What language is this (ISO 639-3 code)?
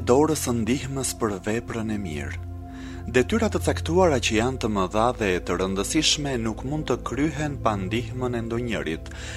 sqi